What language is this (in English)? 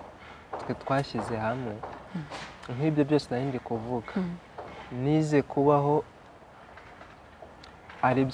Kinyarwanda